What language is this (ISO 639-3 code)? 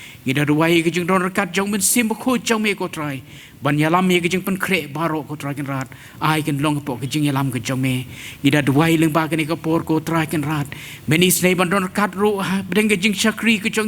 kha